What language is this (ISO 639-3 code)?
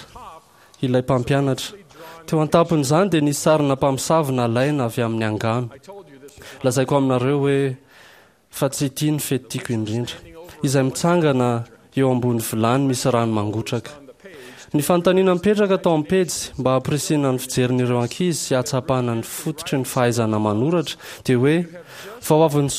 mlg